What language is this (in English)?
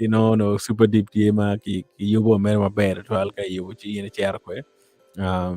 Acoli